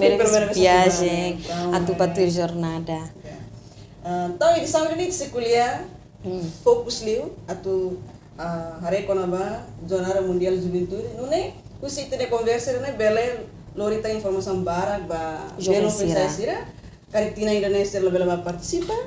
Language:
Tetum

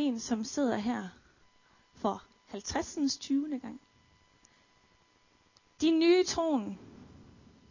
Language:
Danish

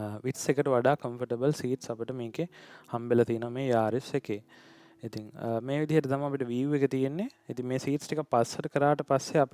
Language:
Sinhala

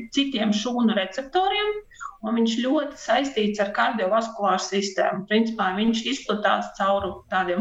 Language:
Latvian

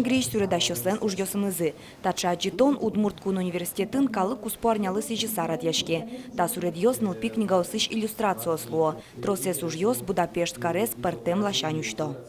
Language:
Udmurt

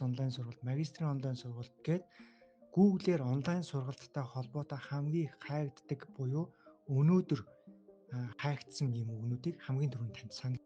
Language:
Mongolian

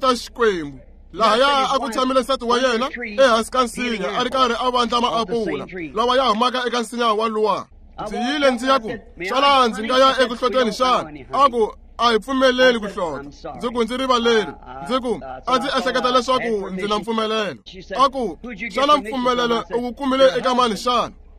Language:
Tsonga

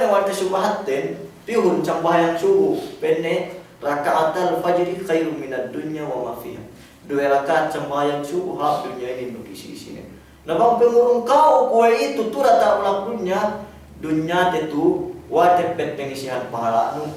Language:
Yakan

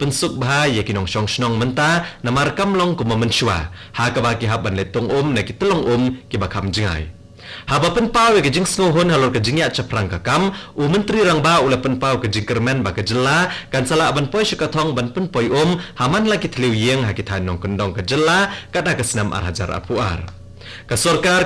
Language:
Khasi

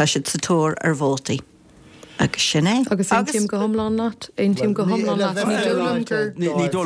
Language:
Irish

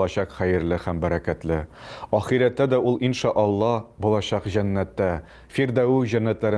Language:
Tatar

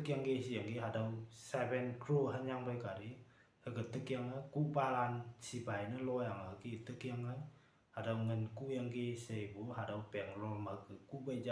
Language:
Konyak Naga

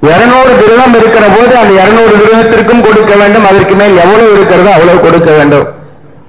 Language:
Tamil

